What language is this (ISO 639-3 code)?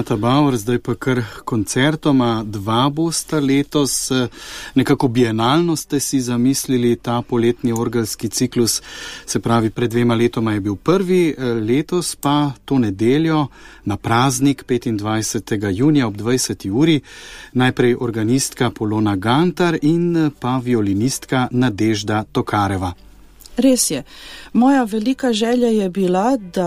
slv